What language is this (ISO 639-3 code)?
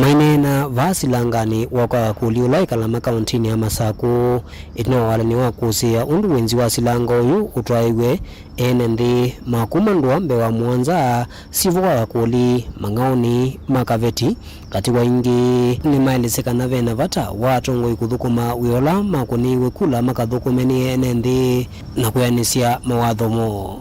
kam